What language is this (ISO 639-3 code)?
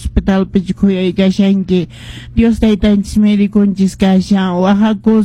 que